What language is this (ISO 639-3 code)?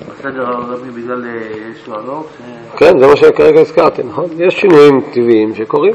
heb